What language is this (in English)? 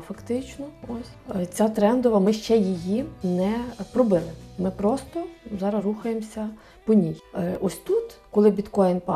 Ukrainian